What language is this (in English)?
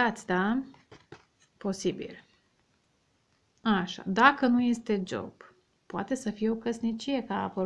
Romanian